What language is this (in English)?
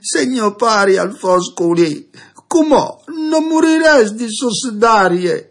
Friulian